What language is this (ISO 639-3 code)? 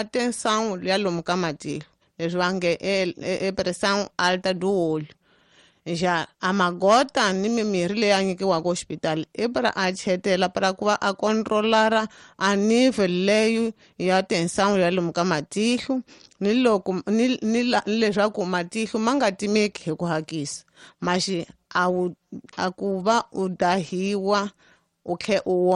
tso